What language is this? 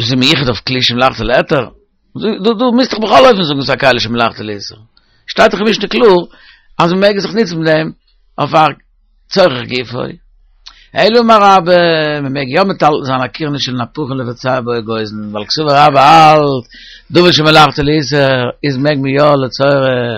Yiddish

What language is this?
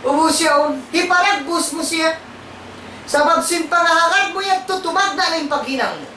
Tausug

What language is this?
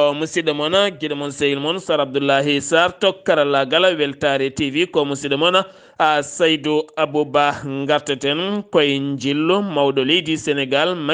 Fula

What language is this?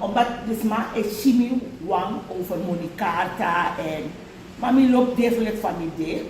Sranan Tongo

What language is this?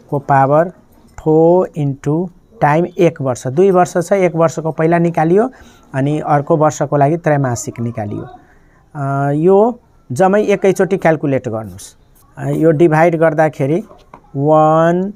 Nepali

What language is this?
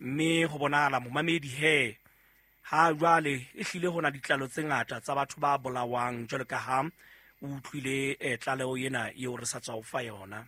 Southern Sotho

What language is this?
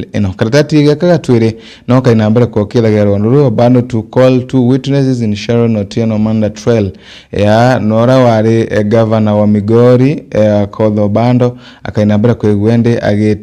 Meru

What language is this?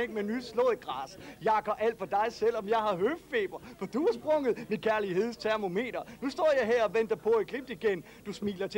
Danish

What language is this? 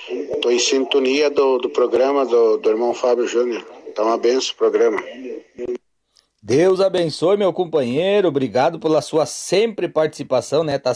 Portuguese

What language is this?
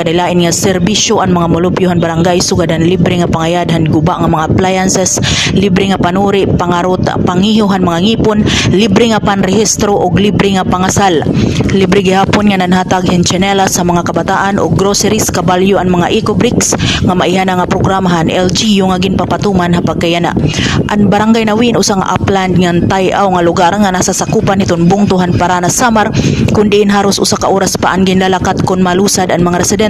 Waray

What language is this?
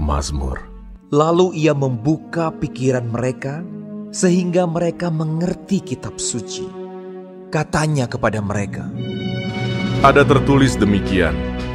Indonesian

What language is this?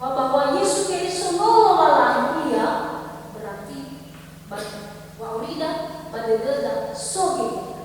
Nias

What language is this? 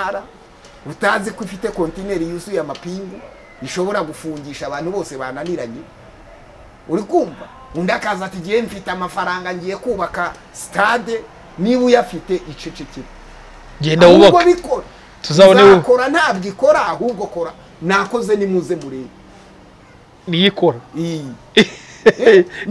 Kinyarwanda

